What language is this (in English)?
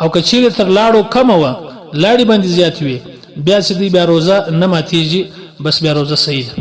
Pashto